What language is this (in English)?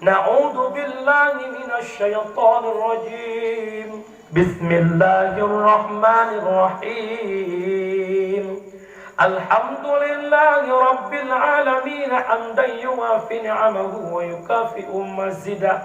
Achinese